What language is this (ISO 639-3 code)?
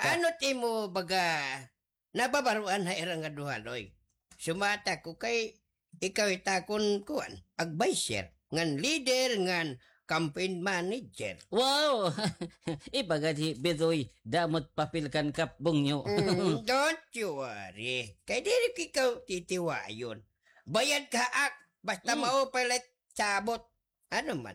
war